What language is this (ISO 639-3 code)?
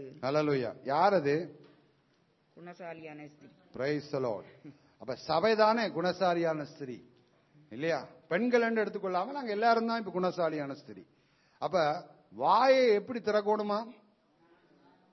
tam